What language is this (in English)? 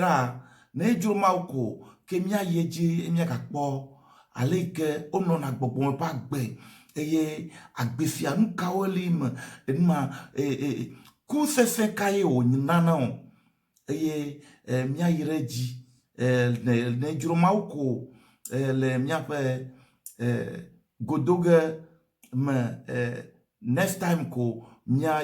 Ewe